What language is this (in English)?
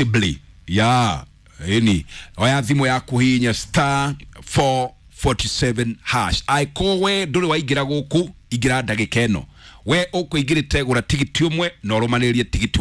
Kikuyu